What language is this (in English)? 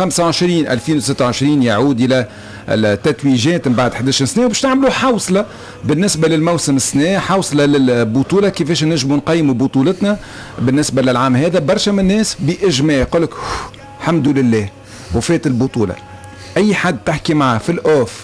Tunisian Arabic